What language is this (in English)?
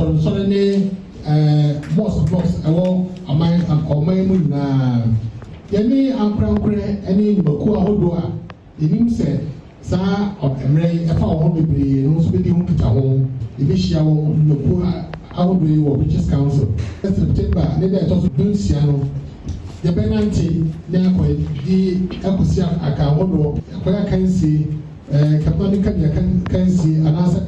Akan